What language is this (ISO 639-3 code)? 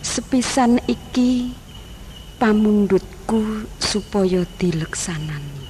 jav